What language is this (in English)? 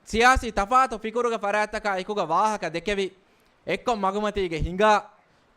Divehi